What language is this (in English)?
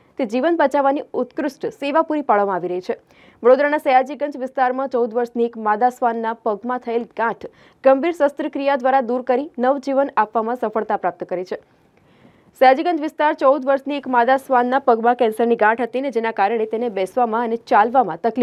Gujarati